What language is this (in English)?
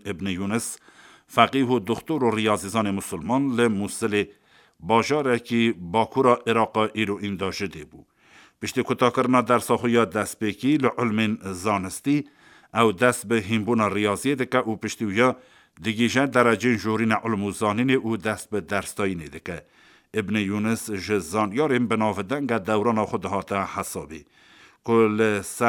Kurdish